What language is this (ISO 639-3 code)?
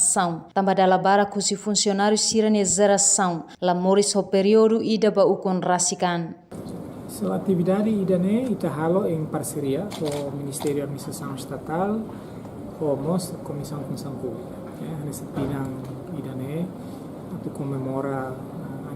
tet